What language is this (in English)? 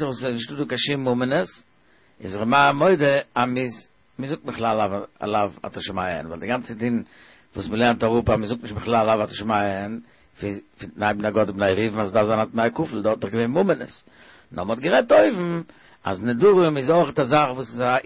Yiddish